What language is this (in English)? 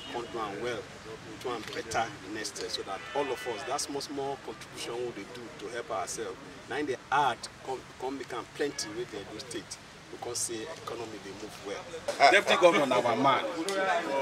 Nigerian Pidgin